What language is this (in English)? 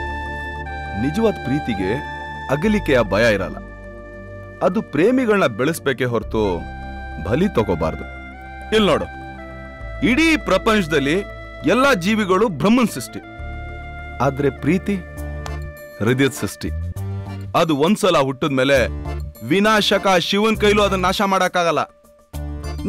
Kannada